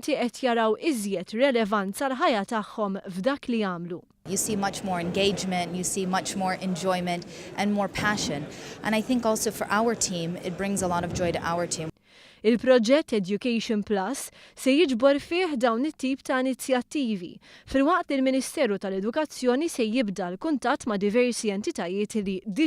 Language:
Maltese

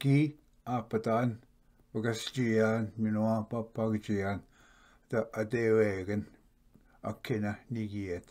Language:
Ojibwa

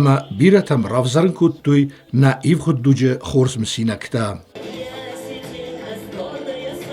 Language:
Ossetic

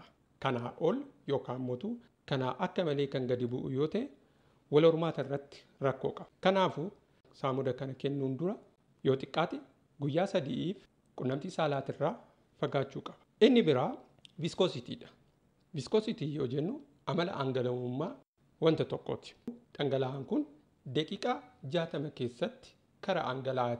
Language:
Oromo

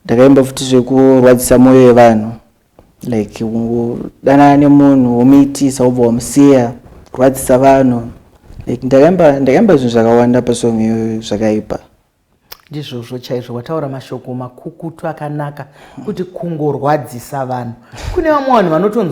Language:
Shona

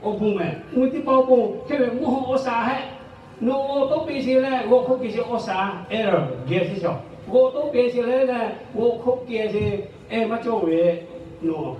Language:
Lahu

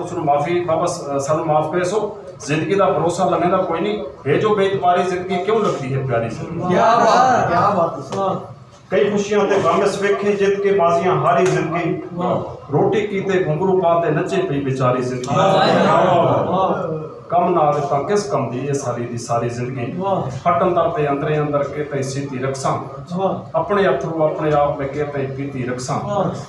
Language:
Saraiki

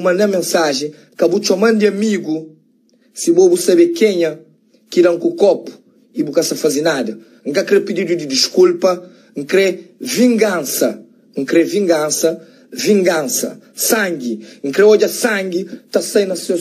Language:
Kabuverdianu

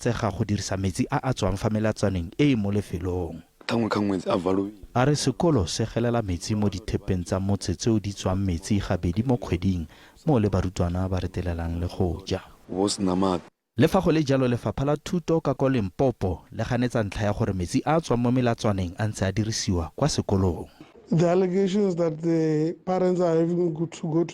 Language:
Tswana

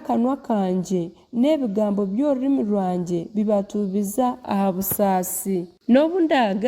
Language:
Nyankole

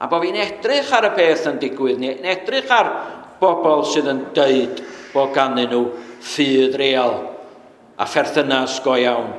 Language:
Welsh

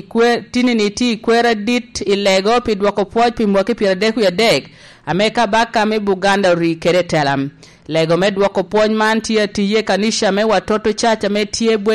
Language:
Lango (Uganda)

